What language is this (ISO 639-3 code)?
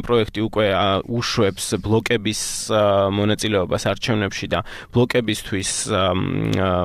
kat